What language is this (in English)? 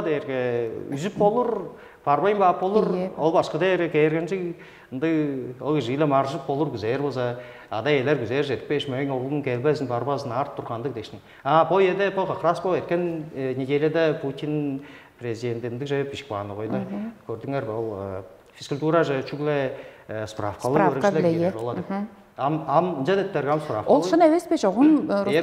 Tuvinian